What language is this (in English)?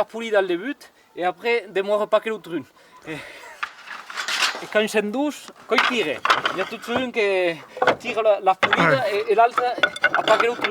Occitan